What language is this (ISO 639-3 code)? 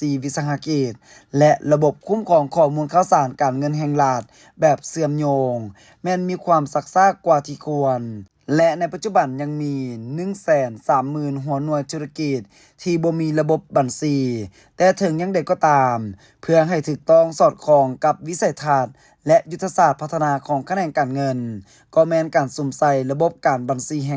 lao